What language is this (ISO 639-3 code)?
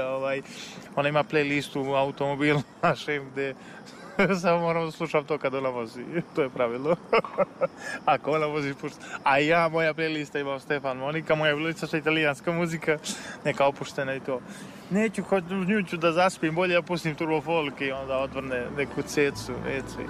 srp